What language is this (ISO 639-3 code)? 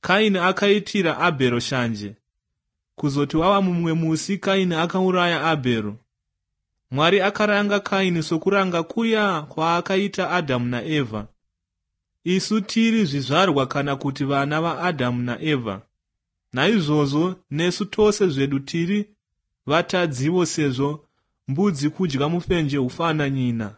sna